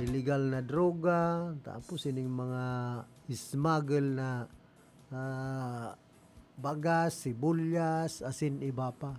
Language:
Bikol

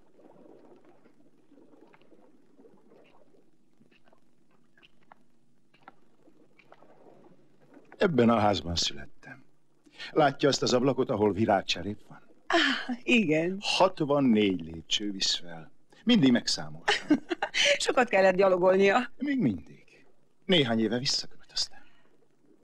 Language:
Hungarian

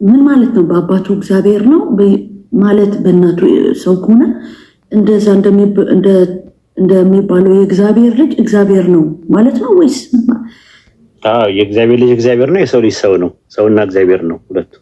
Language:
Amharic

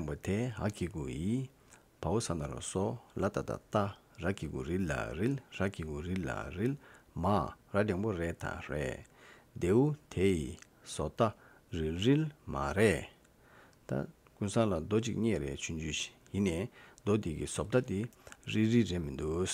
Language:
Tibetan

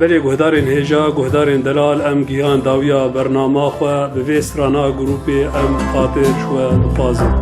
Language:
Kurdish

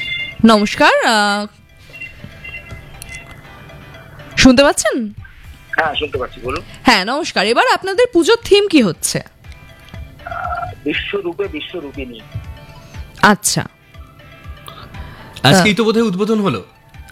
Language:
Bangla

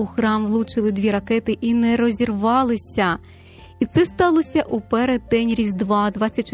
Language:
Ukrainian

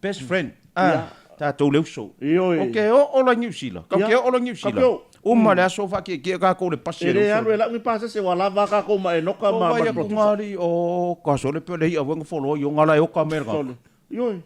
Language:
Samoan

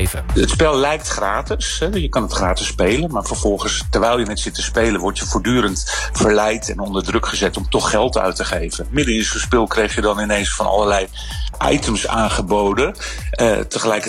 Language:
Dutch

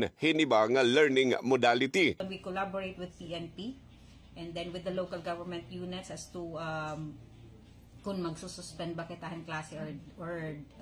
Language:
Waray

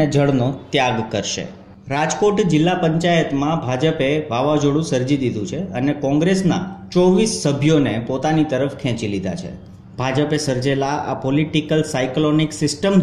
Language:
Gujarati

